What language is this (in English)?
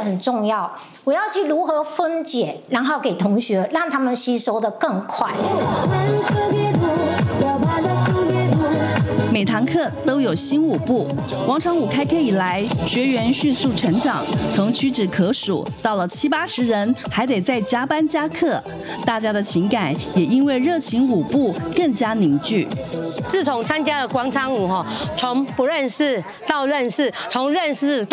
Chinese